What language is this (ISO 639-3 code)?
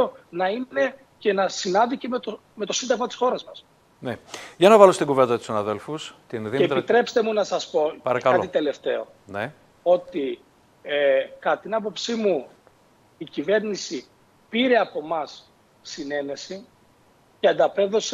ell